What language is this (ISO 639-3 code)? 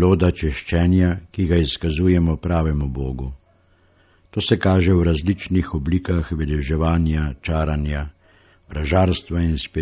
slv